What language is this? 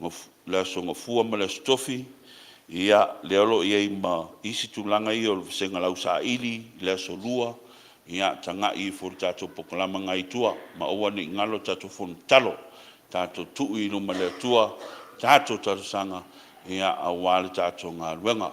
Samoan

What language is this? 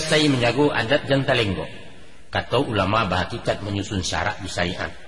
Minangkabau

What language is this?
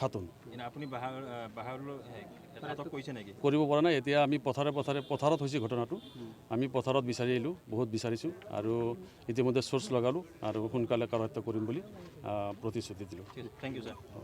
Assamese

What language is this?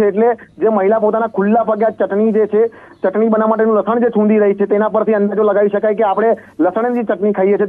Gujarati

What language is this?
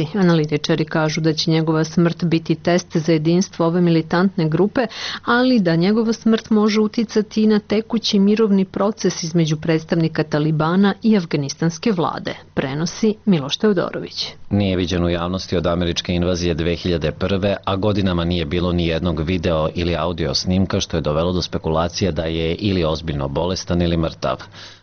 Serbian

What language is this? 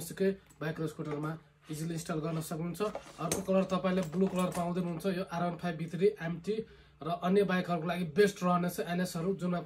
Nepali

